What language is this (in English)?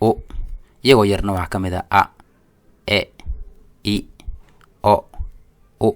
Somali